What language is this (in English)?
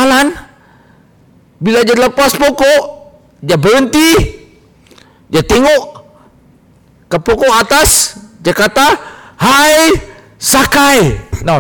Malay